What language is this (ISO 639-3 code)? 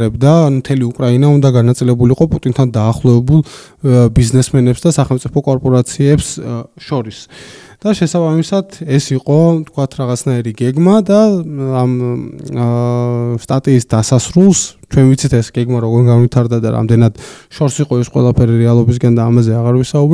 kat